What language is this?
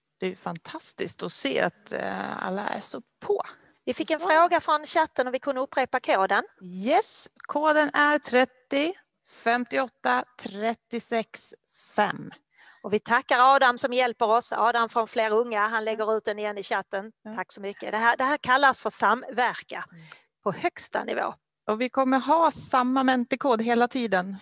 Swedish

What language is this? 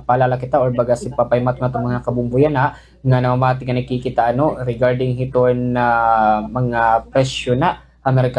Waray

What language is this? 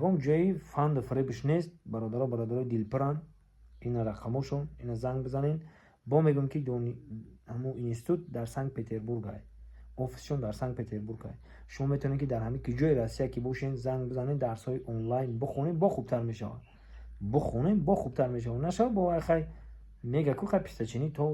Tajik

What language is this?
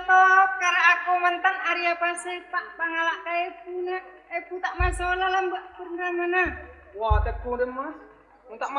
Madurese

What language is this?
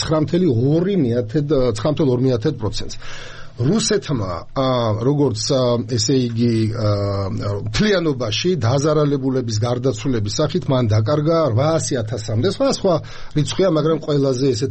Georgian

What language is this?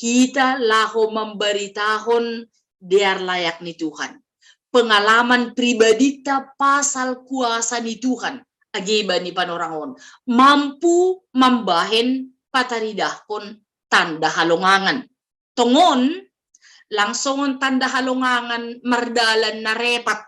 Batak Simalungun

